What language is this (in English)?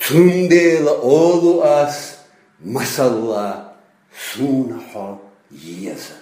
Chechen